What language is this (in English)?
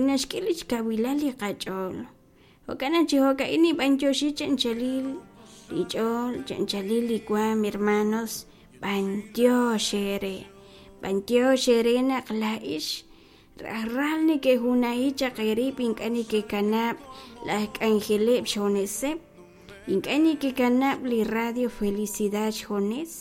Kekchí